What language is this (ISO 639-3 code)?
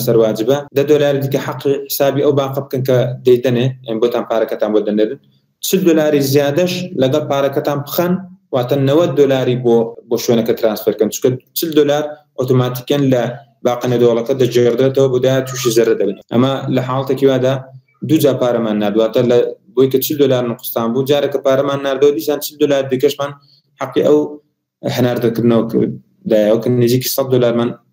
ckb